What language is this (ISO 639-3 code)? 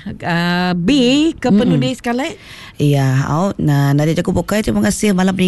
iba